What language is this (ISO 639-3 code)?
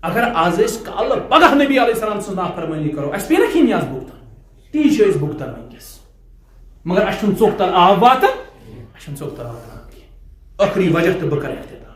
kas